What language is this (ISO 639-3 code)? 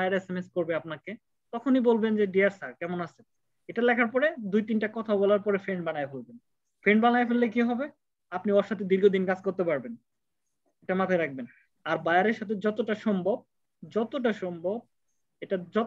ben